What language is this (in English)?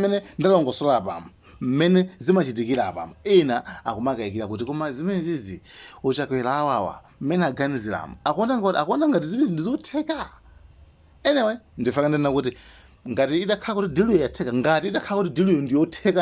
Nyanja